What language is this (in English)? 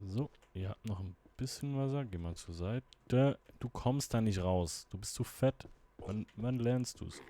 Swiss German